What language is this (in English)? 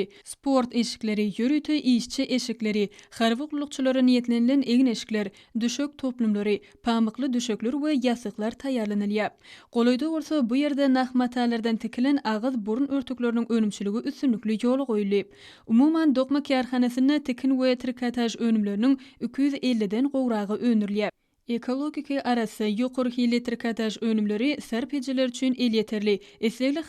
Turkmen